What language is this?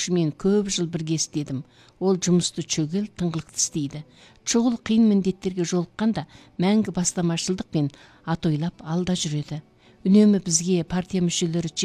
Kazakh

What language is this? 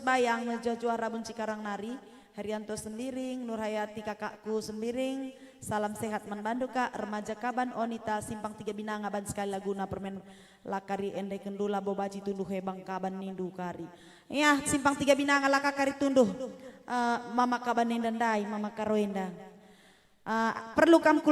Batak Karo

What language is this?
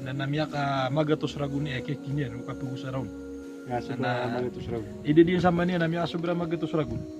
Maranao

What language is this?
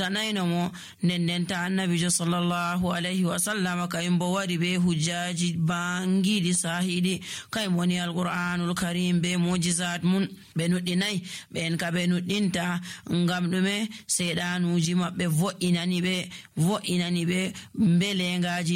Nigerian Fulfulde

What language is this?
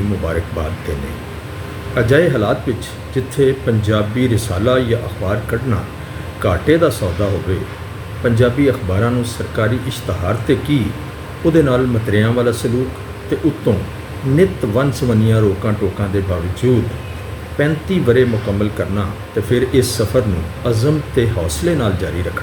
Western Panjabi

